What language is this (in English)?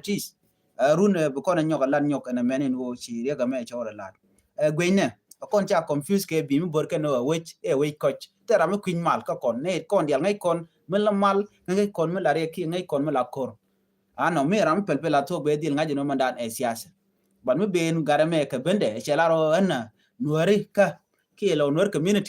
Nuer